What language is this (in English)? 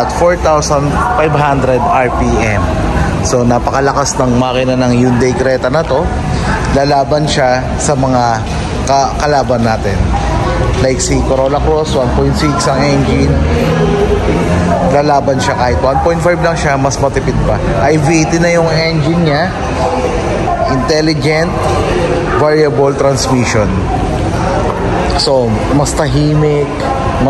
Filipino